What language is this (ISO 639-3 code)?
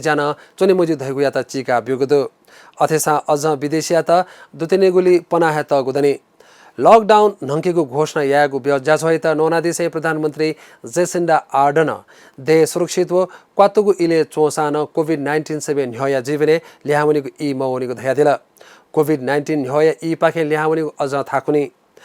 new